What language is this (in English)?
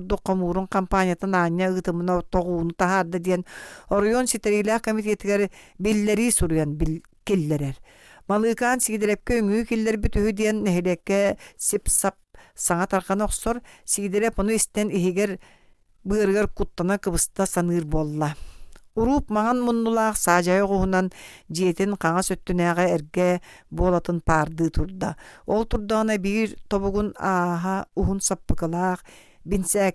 Yakut